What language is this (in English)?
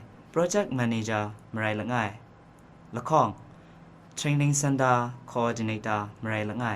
Kachin